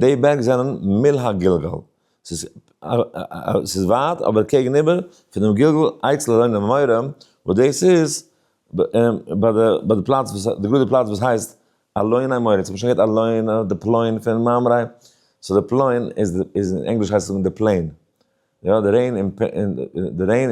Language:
Yiddish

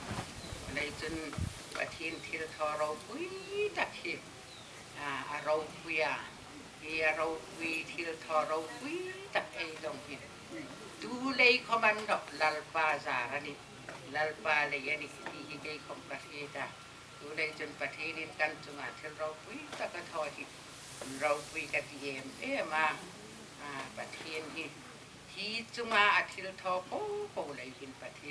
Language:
Hmar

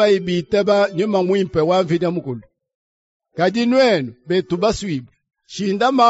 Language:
Luba-Lulua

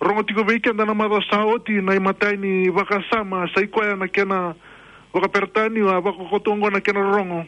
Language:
Fijian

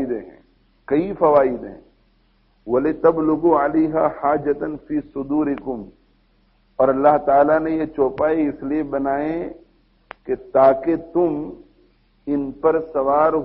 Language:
Urdu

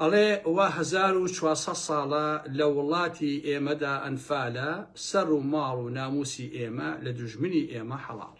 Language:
Central Kurdish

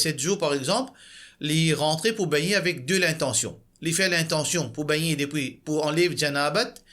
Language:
Morisyen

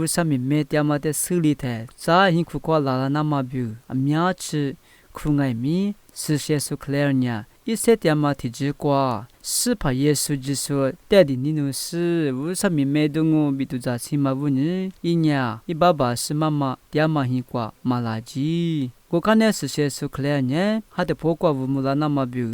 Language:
Lisu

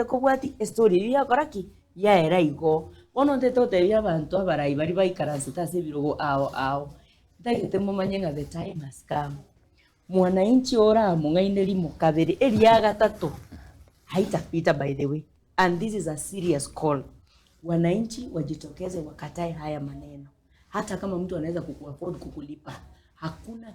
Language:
Gusii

